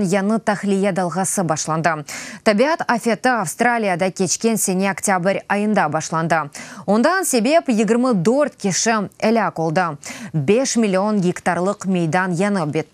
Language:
Crimean Tatar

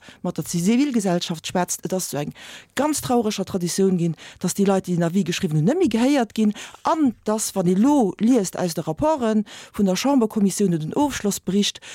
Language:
Luxembourgish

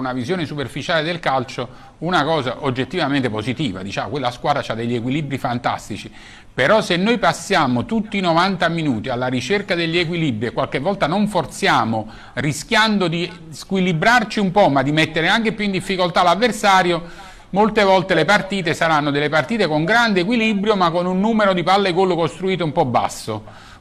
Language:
Italian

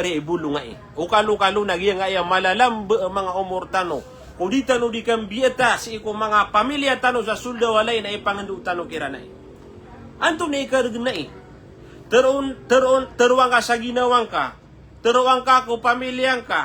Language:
Maranao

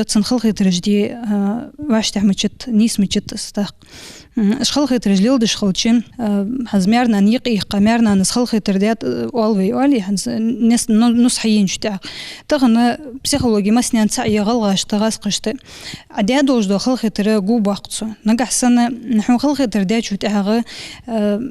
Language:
Ingush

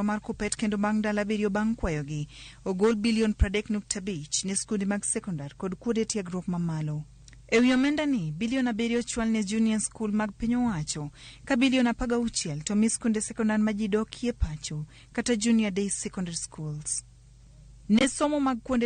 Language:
Luo (Kenya and Tanzania)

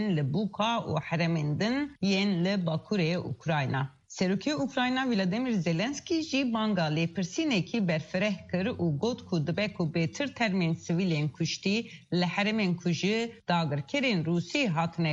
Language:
Kurdish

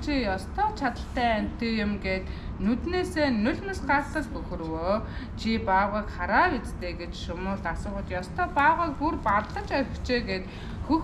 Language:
Mongolian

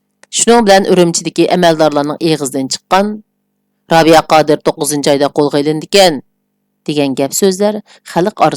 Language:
Uyghur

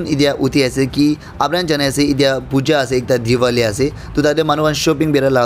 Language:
Naga Pidgin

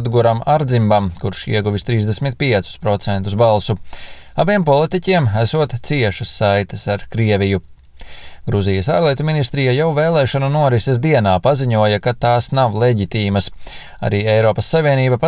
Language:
Latvian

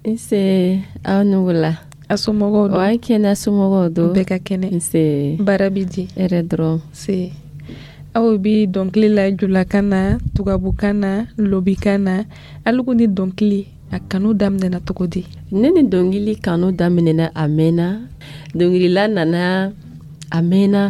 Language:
Dyula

